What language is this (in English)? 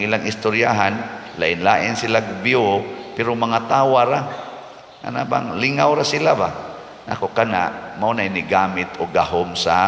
Cebuano